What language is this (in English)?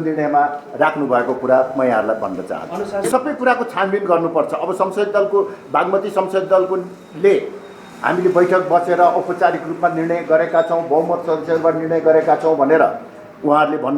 Nepali